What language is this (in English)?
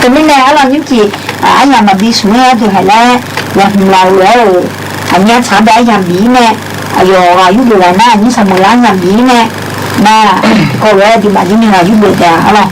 Akha